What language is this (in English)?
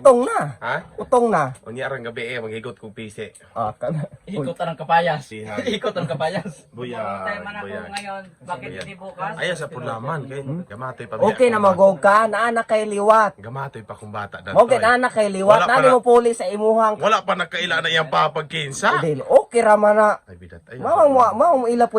Cebuano